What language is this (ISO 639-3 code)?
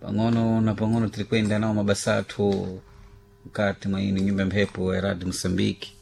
seh